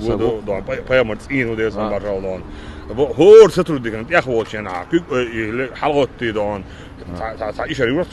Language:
Chechen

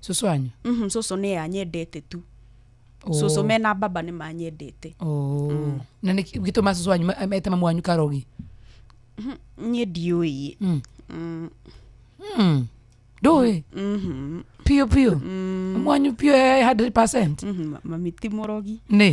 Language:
Kikuyu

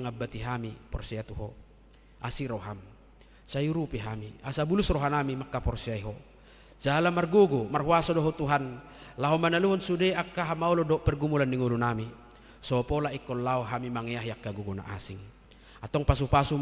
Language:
Batak Toba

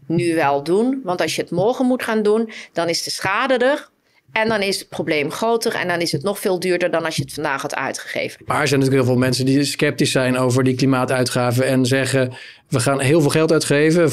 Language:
Dutch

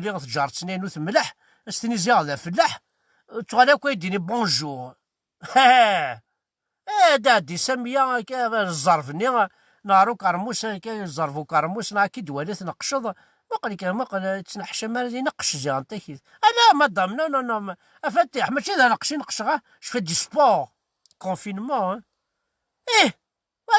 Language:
Kabyle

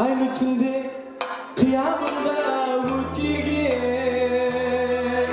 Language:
Kara-Kalpak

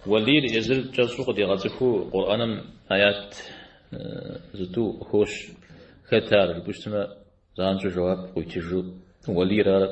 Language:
Kabardian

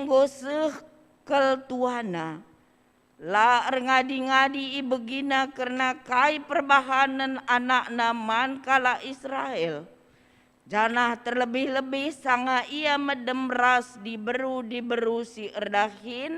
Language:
Batak Karo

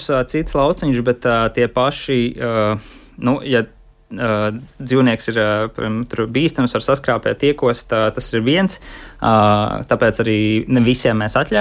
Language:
Latvian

